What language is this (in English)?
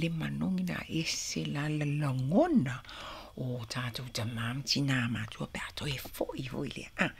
Samoan